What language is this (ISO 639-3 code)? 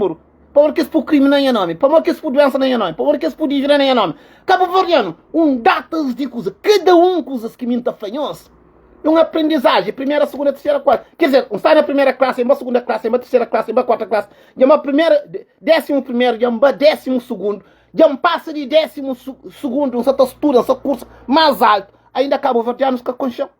kea